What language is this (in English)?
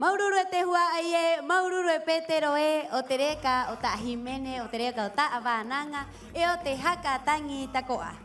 Rapanui